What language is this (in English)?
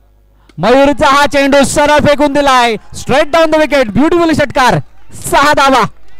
Marathi